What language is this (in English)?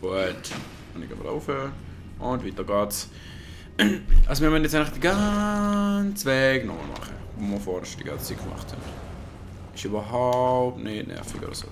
Swiss German